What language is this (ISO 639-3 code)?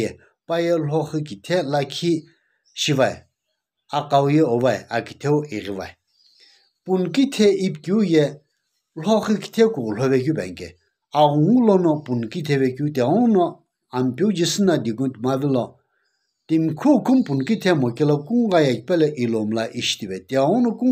nsm